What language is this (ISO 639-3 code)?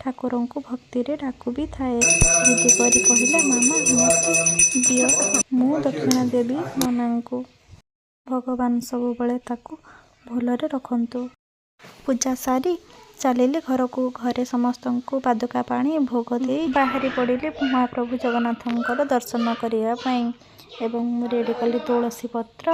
ori